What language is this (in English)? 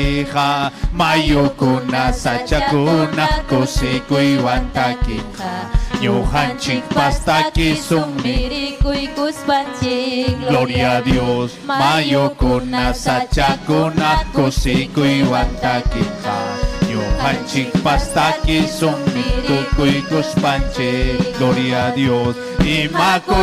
Ayacucho Quechua